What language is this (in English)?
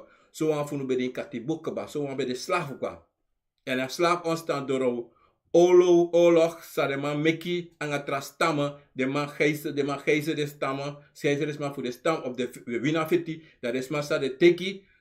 Sranan Tongo